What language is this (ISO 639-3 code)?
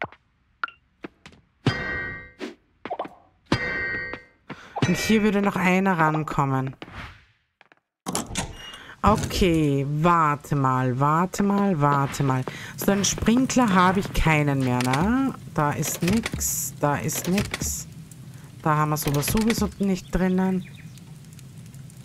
deu